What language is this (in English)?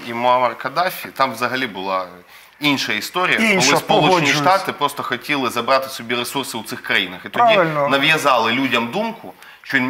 Ukrainian